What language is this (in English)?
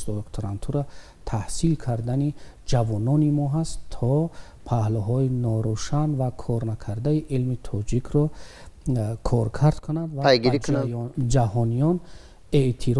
Tajik